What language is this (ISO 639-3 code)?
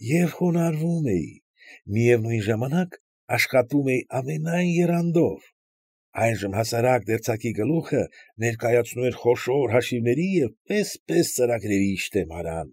hye